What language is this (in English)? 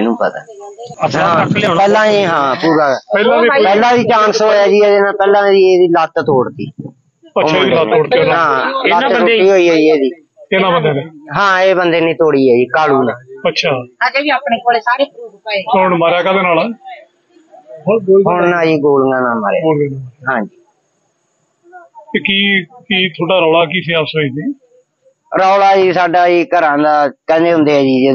Punjabi